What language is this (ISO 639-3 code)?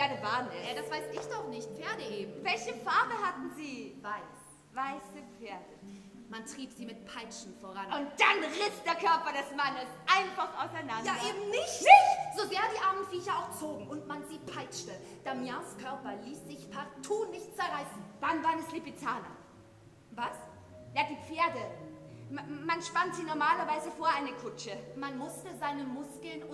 deu